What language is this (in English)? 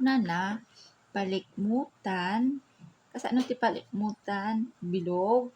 Iloko